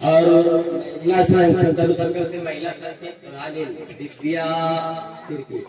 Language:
Sadri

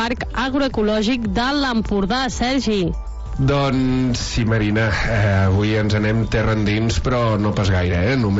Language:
Catalan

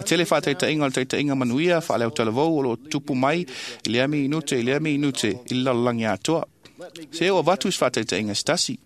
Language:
Samoan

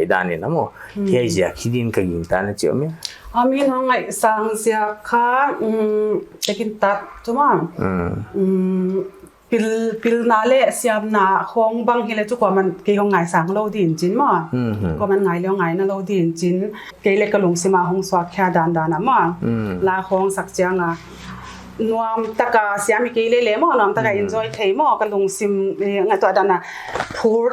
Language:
Paite Chin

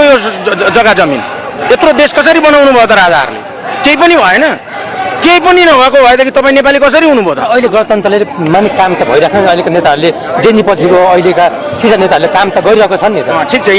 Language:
Nepali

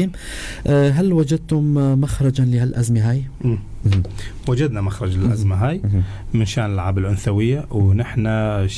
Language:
North Levantine Arabic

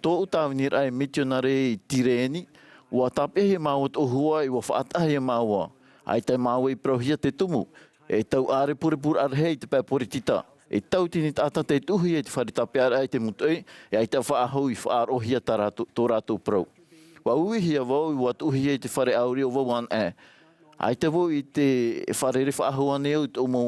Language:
Tahitian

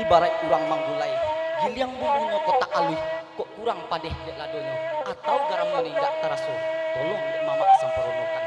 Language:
Minangkabau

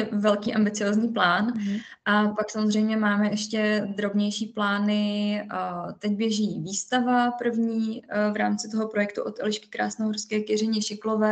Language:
Czech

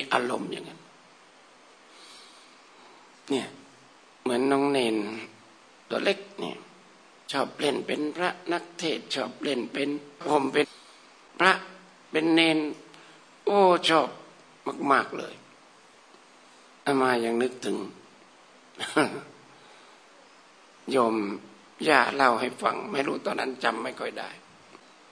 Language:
Thai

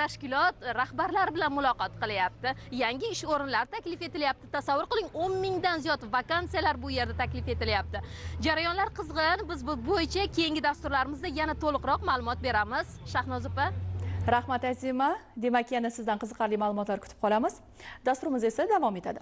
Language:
Uzbek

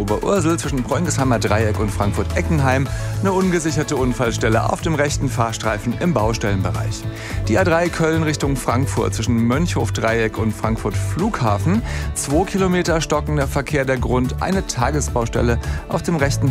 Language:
German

